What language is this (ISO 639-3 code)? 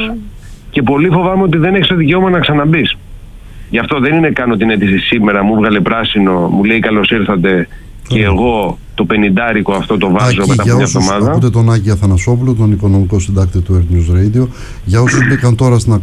ell